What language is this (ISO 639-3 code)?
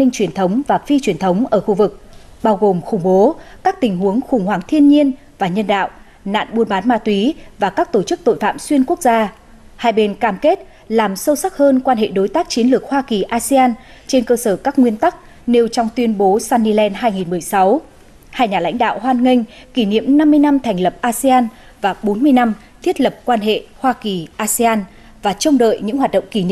vie